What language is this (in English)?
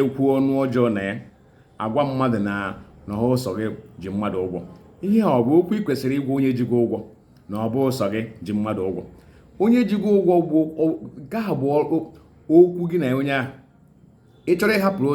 Igbo